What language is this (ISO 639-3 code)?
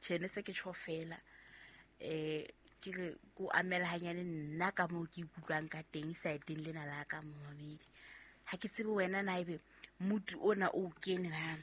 sot